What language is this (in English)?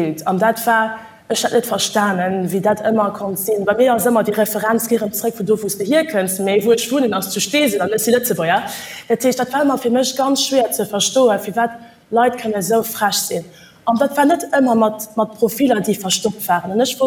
Luxembourgish